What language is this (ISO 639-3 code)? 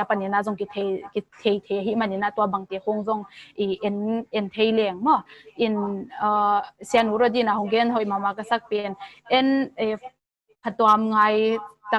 ctd